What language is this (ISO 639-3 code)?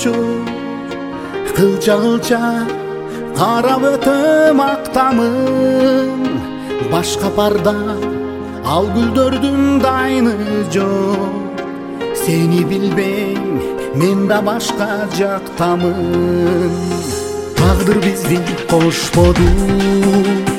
kir